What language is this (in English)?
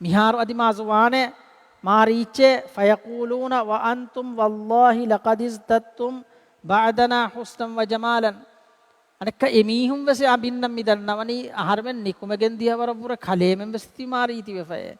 Divehi